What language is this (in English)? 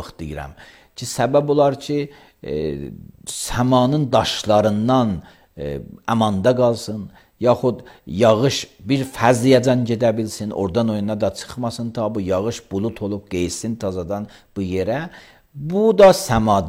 Azerbaijani